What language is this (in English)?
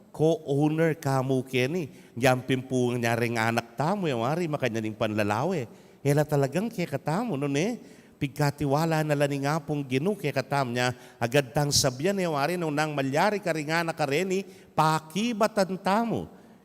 Pampanga